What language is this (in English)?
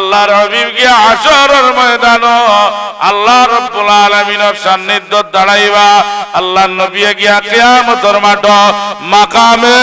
Sylheti